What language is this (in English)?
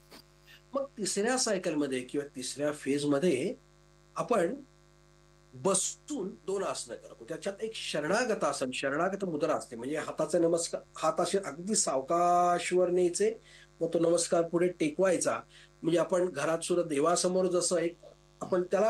Marathi